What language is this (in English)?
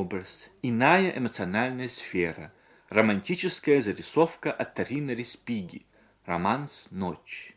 Russian